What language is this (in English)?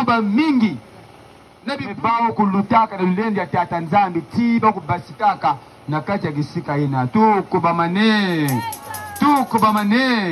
Kituba (Democratic Republic of Congo)